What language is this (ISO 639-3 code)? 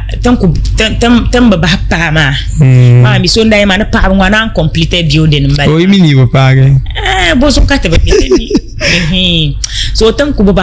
dag